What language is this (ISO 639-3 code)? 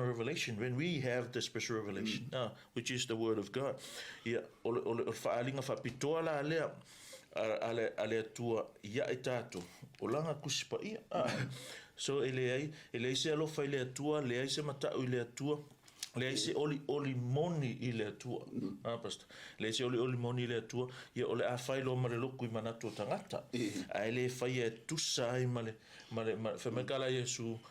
smo